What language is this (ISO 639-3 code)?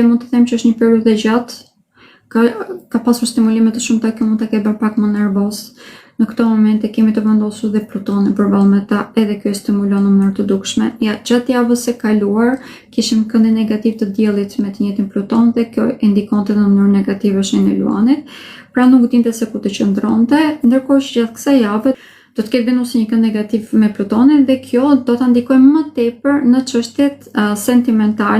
sqi